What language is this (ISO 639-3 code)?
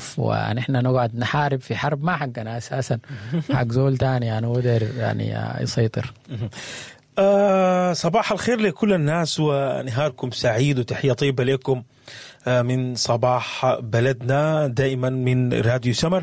apd